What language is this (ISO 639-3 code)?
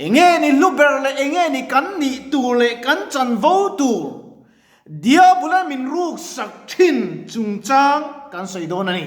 lus